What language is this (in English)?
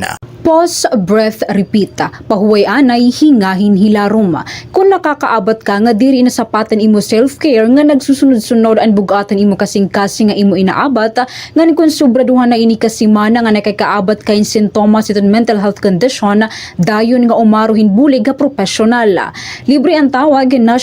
Waray